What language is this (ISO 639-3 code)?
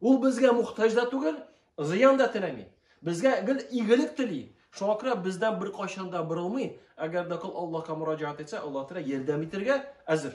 tat